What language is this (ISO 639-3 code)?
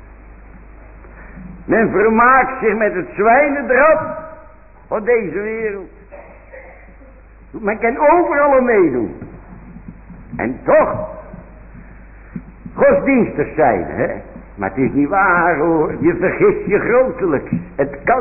nld